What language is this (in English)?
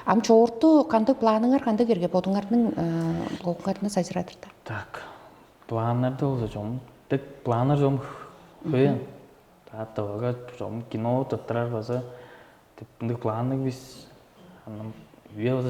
Tuvinian